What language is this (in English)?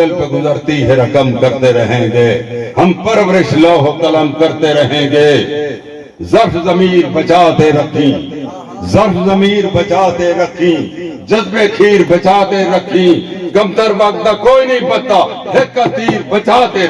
Saraiki